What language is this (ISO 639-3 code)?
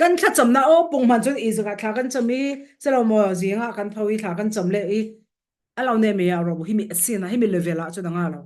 cfm